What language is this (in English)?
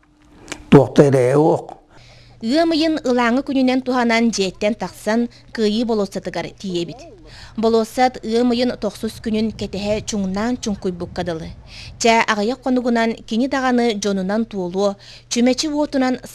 Yakut